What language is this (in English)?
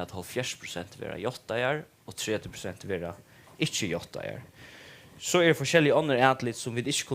Faroese